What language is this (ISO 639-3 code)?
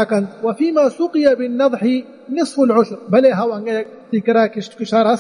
bal